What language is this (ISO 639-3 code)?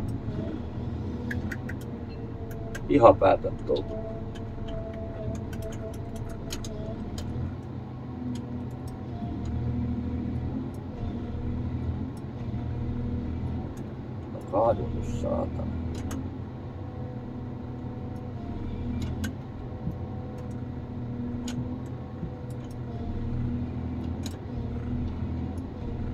fin